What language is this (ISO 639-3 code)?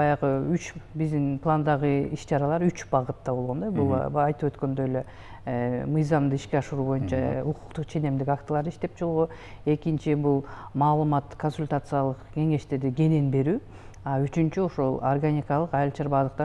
kir